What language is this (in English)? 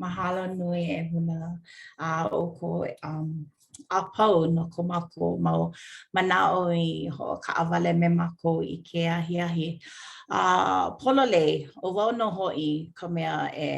Hawaiian